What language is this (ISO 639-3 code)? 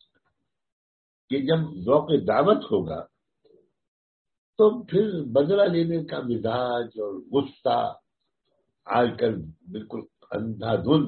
urd